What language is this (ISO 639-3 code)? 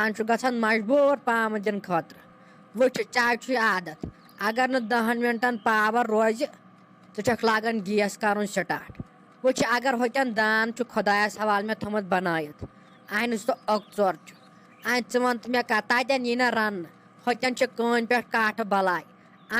kas